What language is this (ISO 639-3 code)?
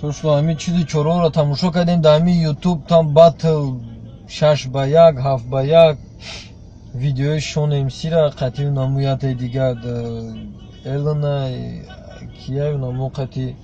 tgk